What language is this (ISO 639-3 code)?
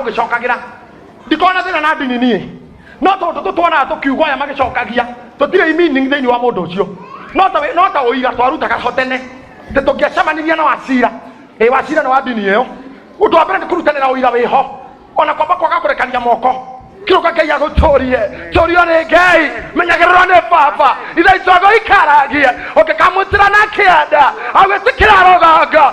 kik